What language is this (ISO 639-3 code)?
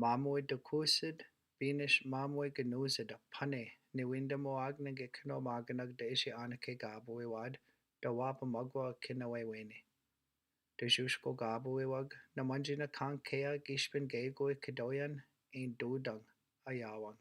ciw